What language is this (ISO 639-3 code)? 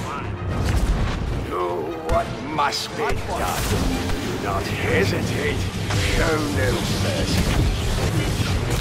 eng